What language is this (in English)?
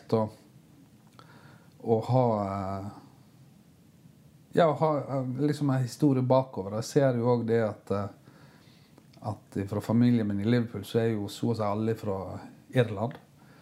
Norwegian